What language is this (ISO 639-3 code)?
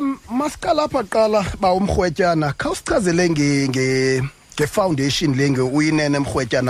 xho